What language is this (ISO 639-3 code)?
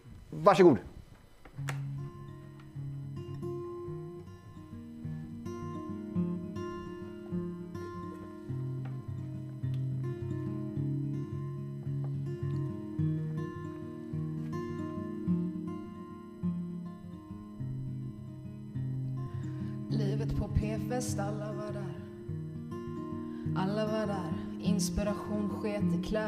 swe